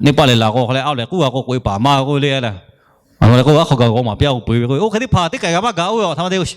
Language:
Lahu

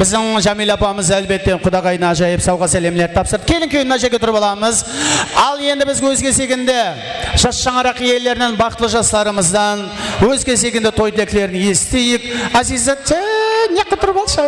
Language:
Kara-Kalpak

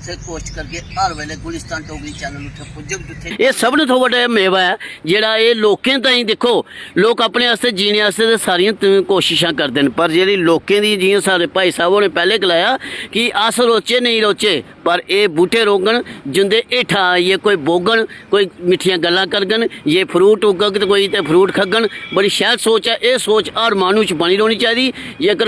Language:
Dogri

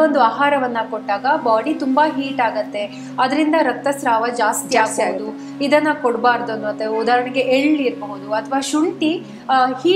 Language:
Kannada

